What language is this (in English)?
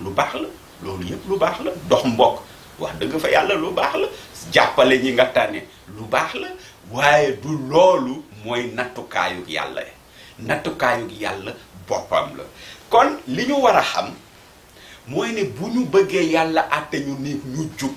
Wolof